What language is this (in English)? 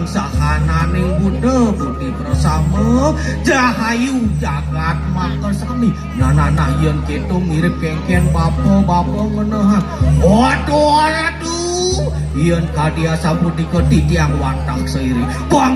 Balinese